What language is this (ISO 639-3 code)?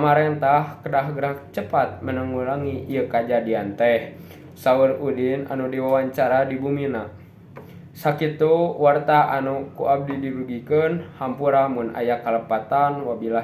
sun